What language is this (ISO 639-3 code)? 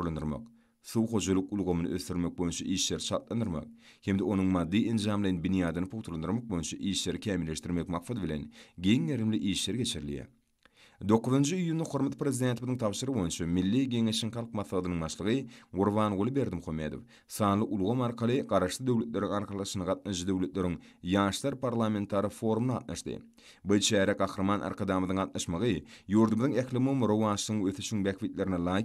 tuk